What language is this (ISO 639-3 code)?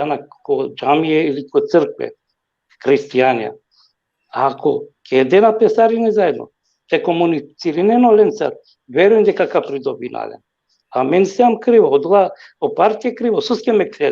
rmn